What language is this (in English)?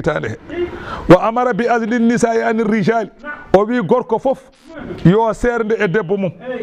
Fula